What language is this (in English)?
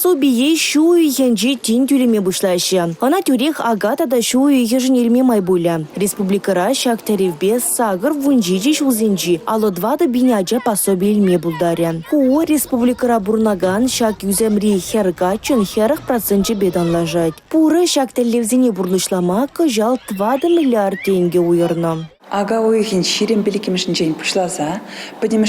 Chuvash